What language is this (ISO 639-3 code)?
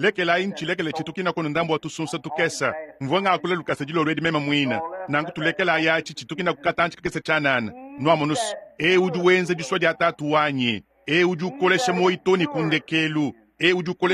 lua